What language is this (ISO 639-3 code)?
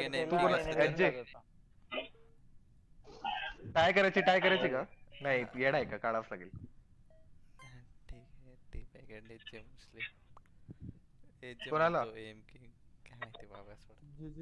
mar